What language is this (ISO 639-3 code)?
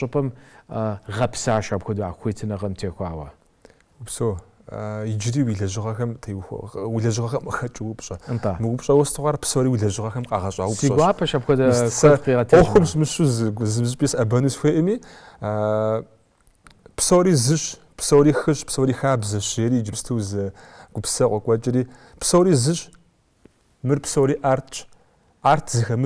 kbd